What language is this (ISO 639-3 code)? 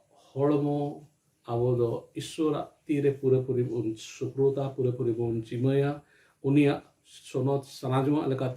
sat